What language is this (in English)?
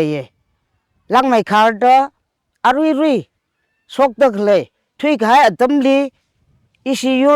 Tangkhul Naga (India)